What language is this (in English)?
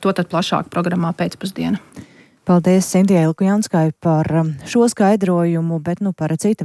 Latvian